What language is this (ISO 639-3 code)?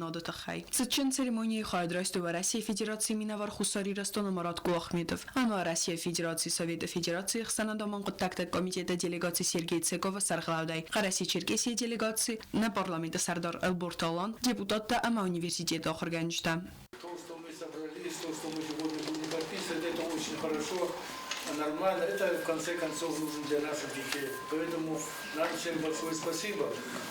oss